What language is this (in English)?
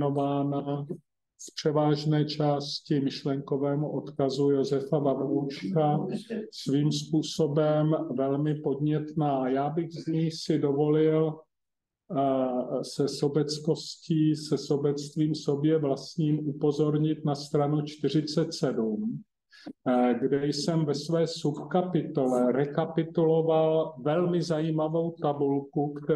Czech